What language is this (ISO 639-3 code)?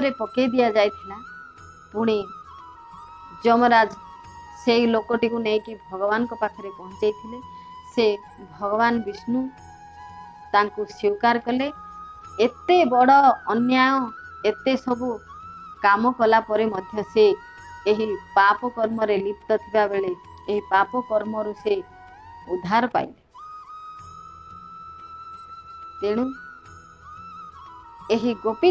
ori